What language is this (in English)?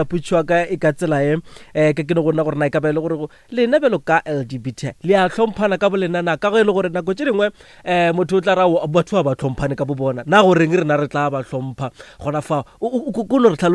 Northern Sotho